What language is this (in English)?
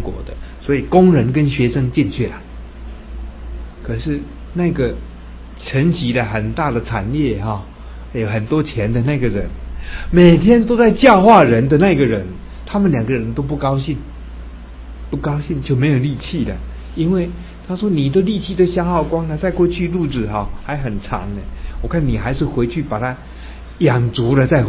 Chinese